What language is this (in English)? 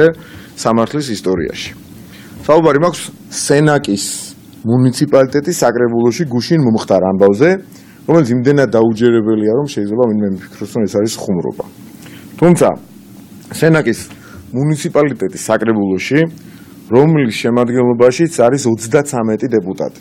Georgian